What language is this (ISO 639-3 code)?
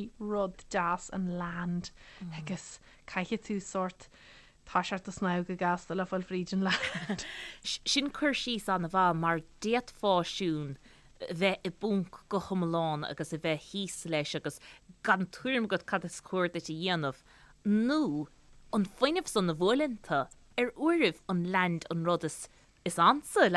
gle